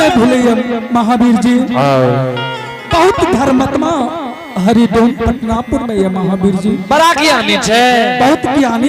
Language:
Angika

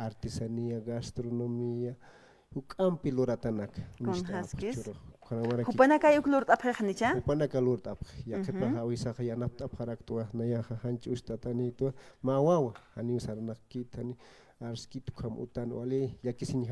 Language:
Aymara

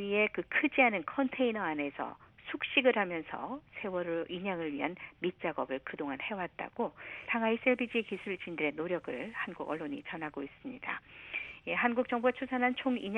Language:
Korean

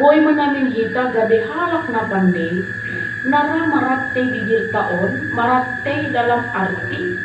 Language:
Batak Simalungun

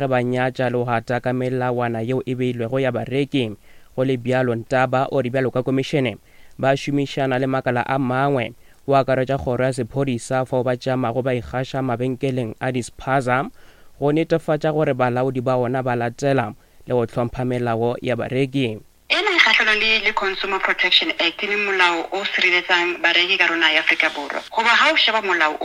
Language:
Northern Sotho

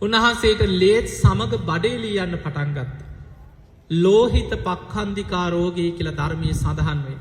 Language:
Sinhala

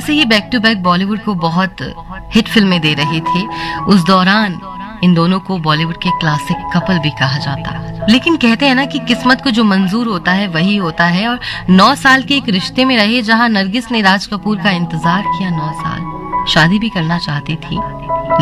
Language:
Hindi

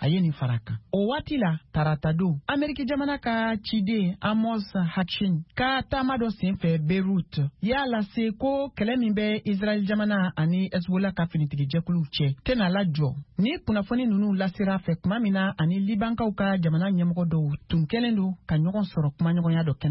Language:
Bambara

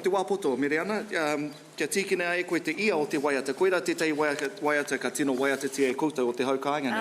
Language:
Māori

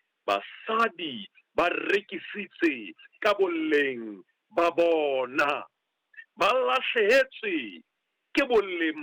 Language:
Southern Sotho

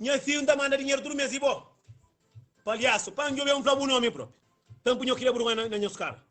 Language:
Kabuverdianu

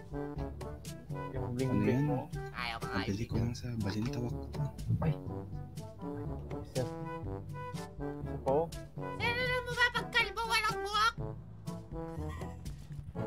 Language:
Filipino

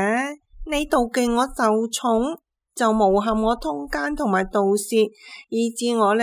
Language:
Cantonese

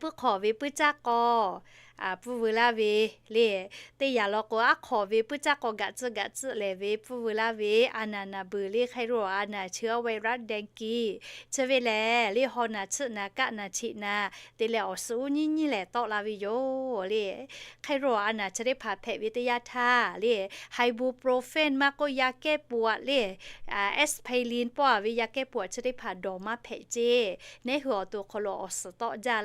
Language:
Lahu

